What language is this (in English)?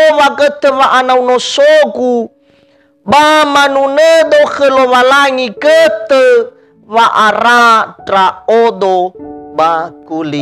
Nias